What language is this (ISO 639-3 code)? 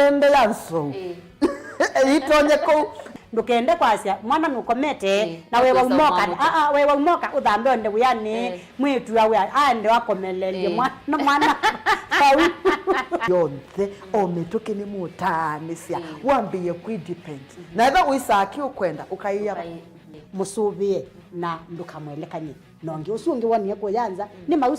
kam